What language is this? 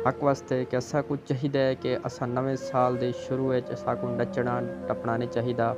Saraiki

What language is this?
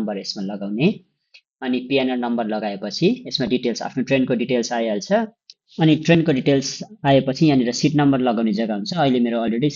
Nepali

